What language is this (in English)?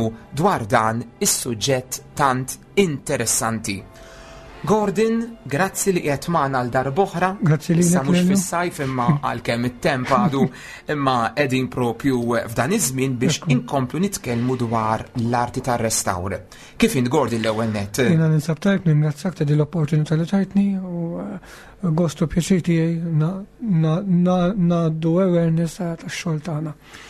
Maltese